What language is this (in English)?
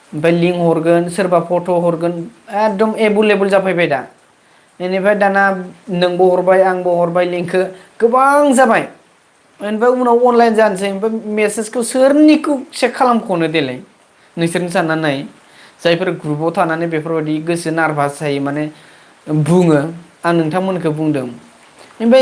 Bodo